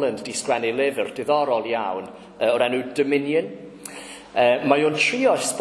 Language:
Welsh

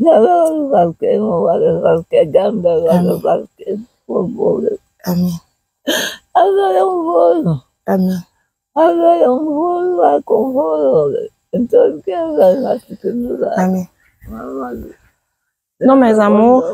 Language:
Pular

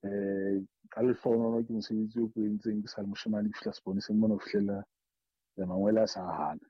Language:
Southern Sotho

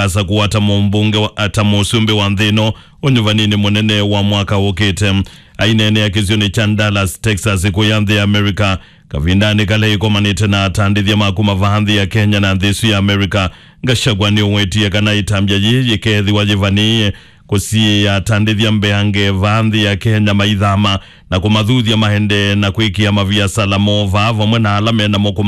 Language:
Kamba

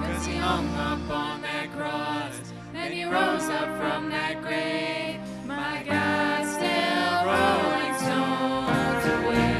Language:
Plautdietsch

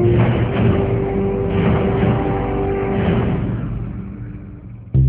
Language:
Bangla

